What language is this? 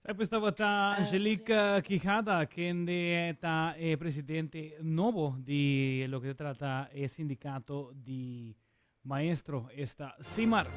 Papiamento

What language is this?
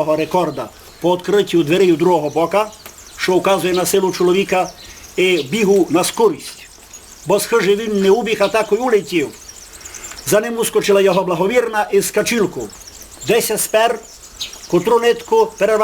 Rusyn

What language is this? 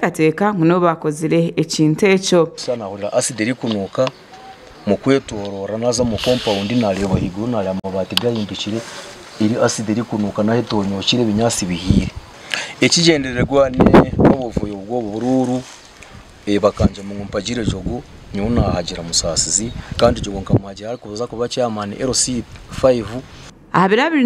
Nyankole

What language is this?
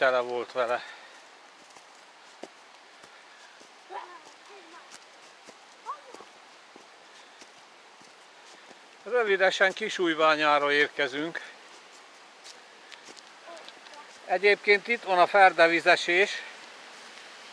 Hungarian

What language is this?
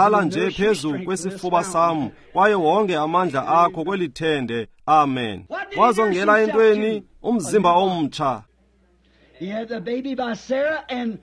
Xhosa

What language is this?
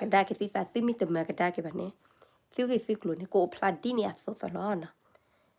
S'gaw Karen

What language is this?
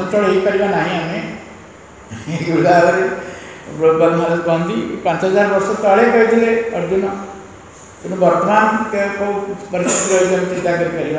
Odia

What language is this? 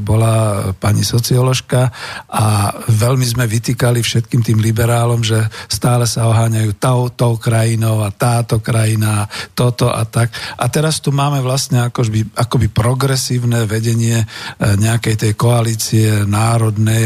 Slovak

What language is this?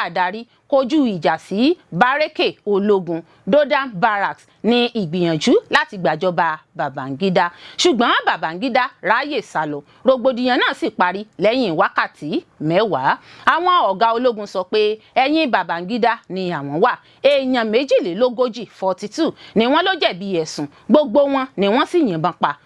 Yoruba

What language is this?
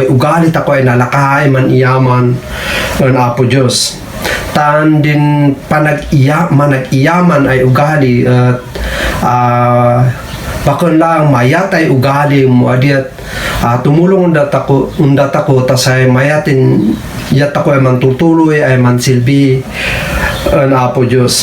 Kankanaey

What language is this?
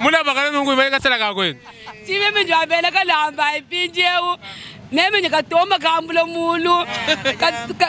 Luba-Lulua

